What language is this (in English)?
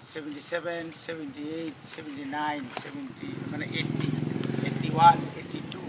Kok Borok